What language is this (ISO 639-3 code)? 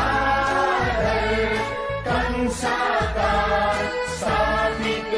new